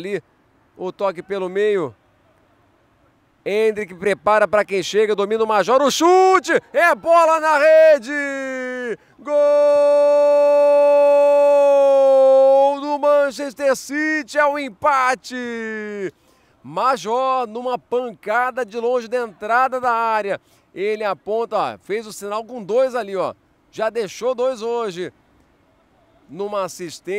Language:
Portuguese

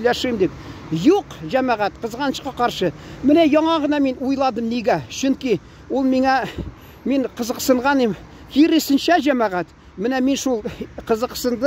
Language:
Tatar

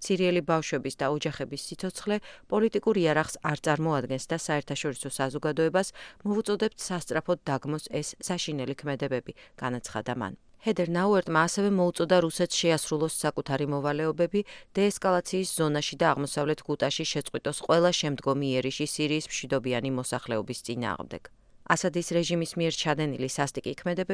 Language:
Georgian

